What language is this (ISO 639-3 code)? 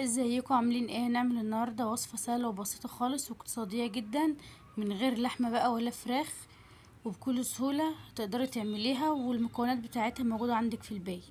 arz